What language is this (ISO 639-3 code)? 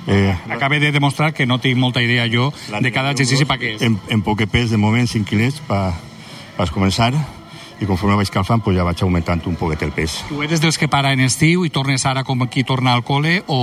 cat